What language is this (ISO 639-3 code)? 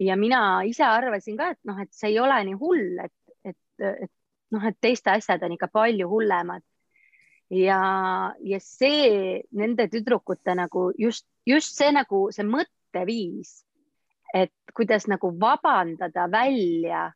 est